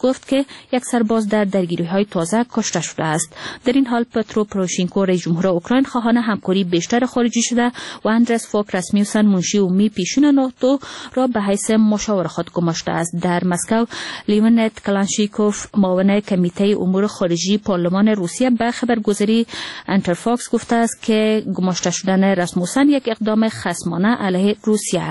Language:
Persian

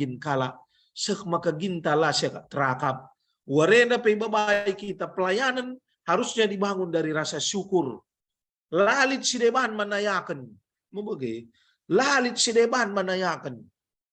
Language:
Batak Karo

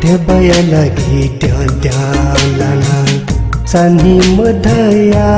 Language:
Newari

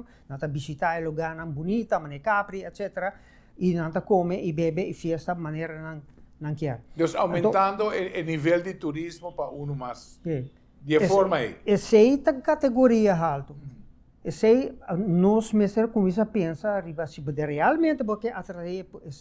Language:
Papiamento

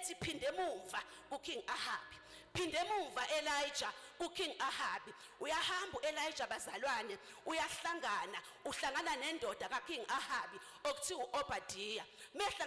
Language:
Zulu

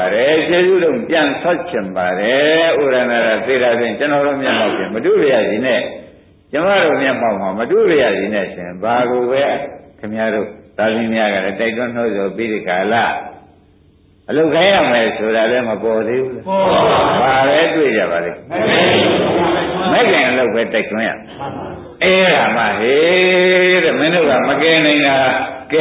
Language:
Burmese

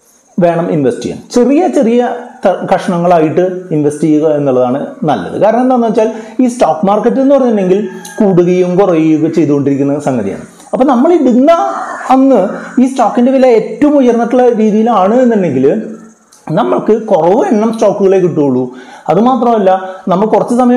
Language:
Malayalam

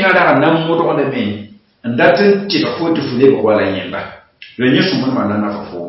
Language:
Mossi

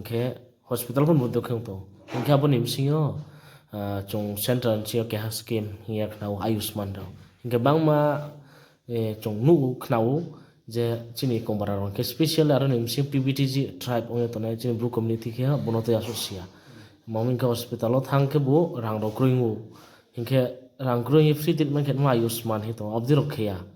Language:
Riang (India)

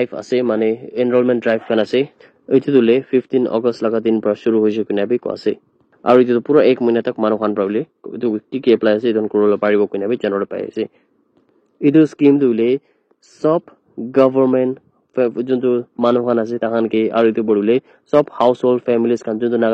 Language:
Naga Pidgin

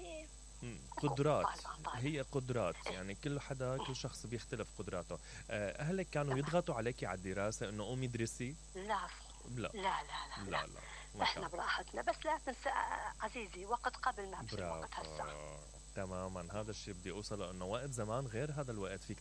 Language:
Mesopotamian Arabic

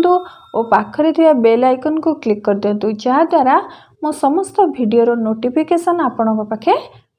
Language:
Odia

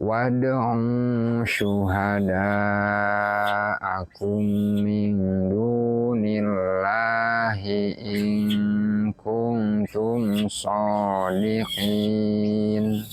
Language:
Sundanese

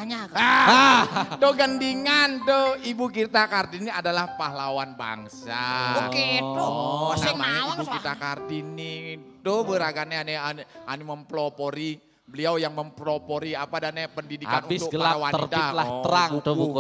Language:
Balinese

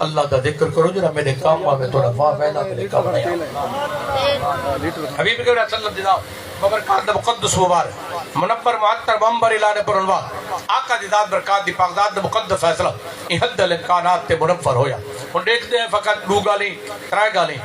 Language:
Saraiki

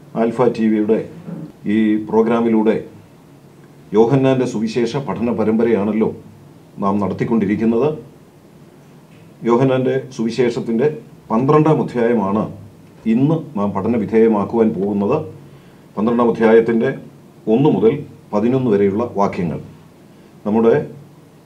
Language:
Malayalam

